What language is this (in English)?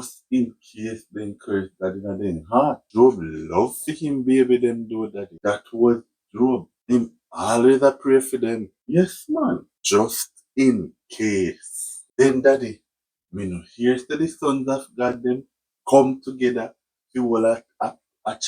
Jamaican Creole English